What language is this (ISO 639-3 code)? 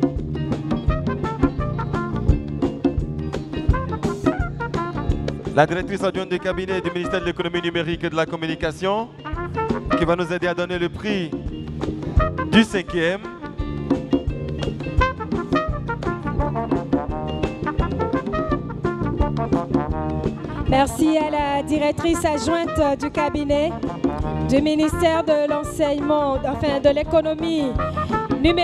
fra